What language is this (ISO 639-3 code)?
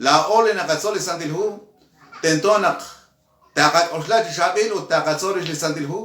kek